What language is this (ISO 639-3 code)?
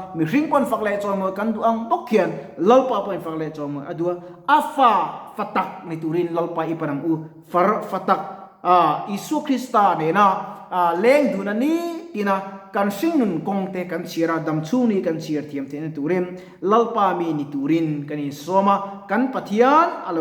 lus